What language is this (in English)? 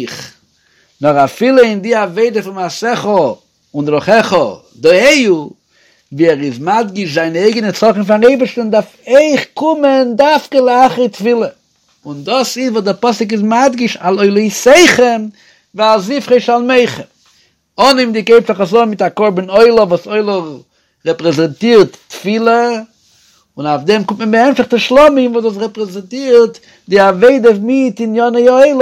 Yiddish